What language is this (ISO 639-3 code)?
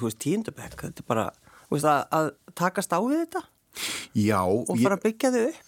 isl